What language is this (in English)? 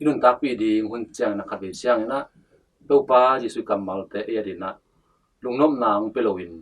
Tedim Chin